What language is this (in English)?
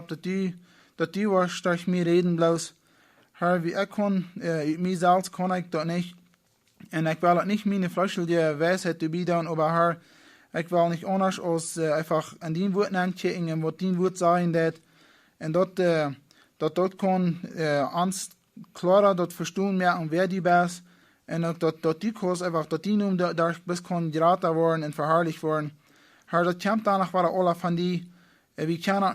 Plautdietsch